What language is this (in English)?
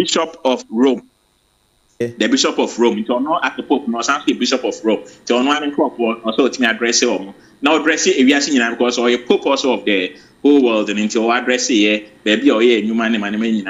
Akan